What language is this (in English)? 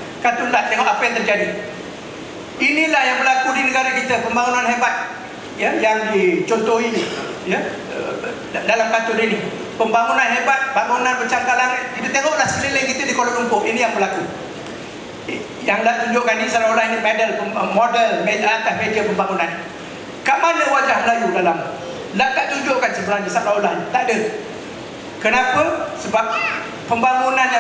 Malay